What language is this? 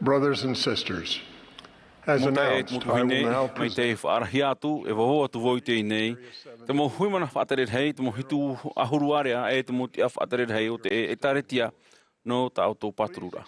Tahitian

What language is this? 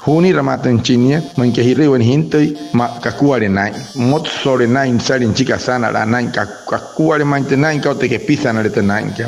Wayuu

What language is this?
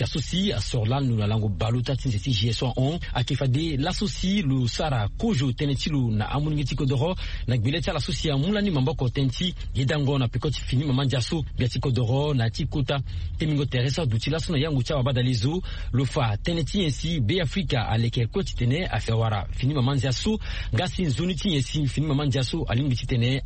Sango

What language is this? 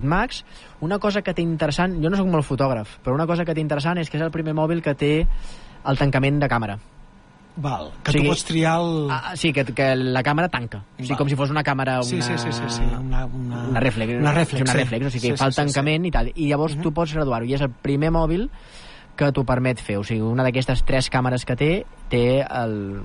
Catalan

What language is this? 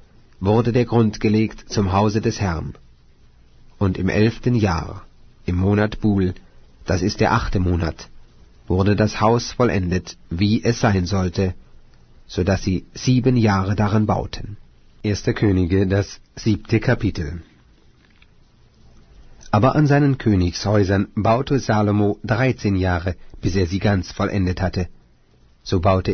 German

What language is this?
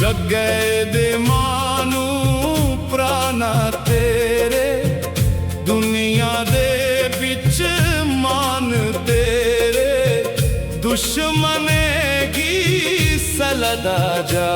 Dogri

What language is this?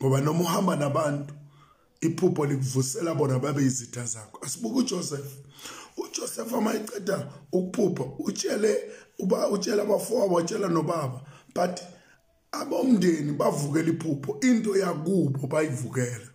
Zulu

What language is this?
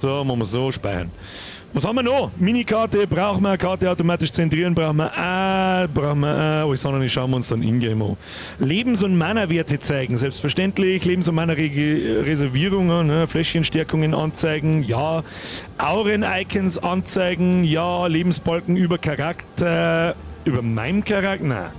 Bavarian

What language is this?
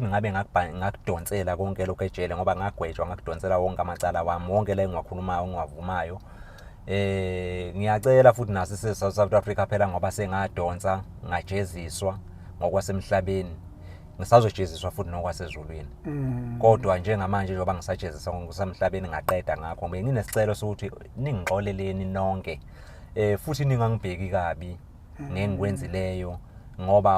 Zulu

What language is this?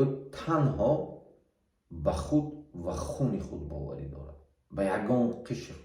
Tajik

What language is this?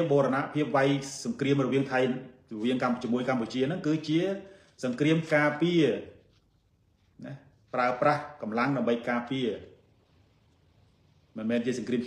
Khmer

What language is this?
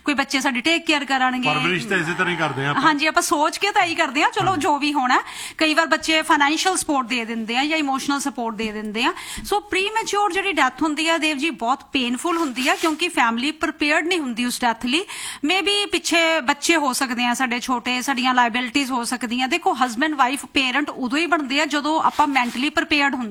Punjabi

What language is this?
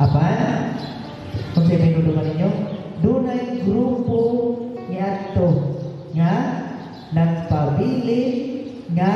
Cebuano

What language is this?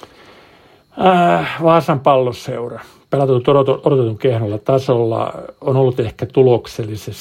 Finnish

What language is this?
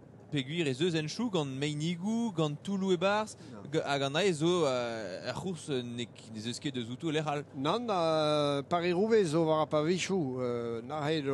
Breton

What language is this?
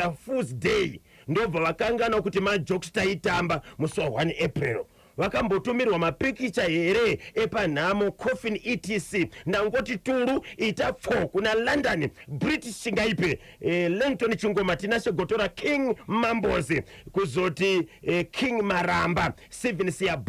Shona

